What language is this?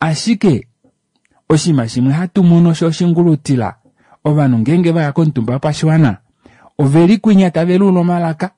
Kuanyama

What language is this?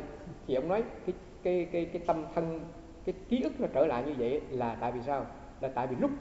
Vietnamese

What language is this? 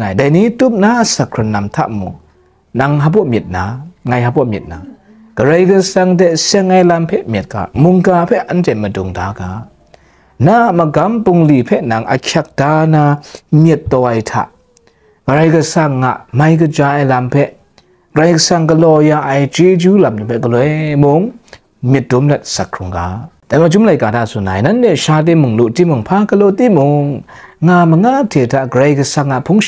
Kachin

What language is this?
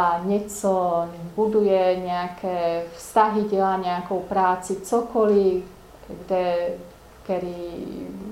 Czech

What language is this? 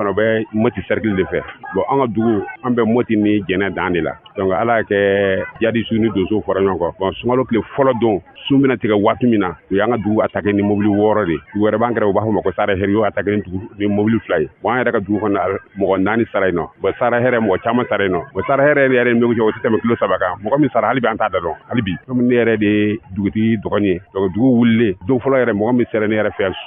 Bambara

